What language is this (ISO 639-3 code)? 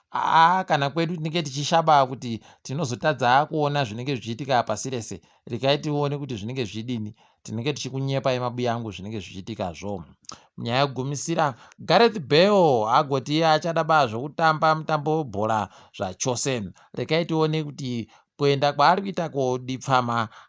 ndc